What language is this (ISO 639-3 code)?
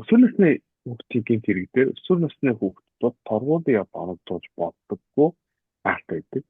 mon